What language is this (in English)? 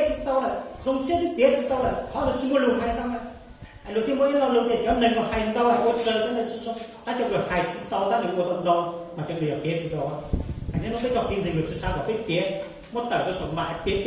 Hmong